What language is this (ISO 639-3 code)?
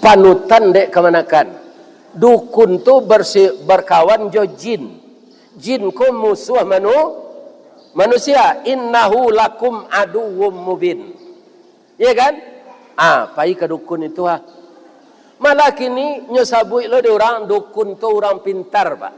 min